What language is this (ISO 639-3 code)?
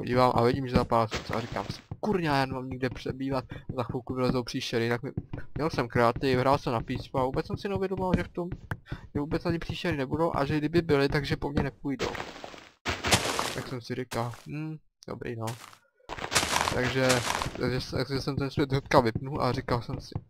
ces